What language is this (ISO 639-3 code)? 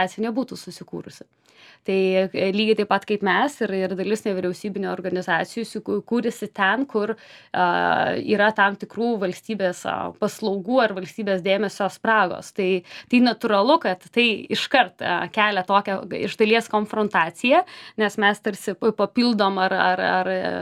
lit